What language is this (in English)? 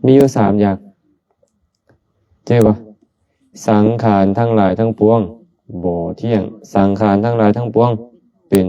Lao